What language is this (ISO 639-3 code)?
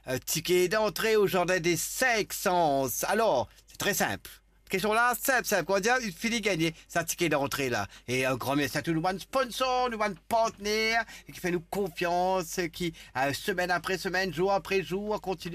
mfe